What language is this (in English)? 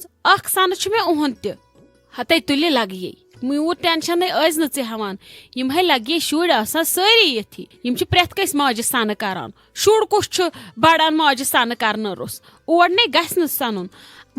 Kashmiri